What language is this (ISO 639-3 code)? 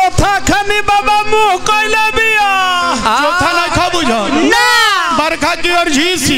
bho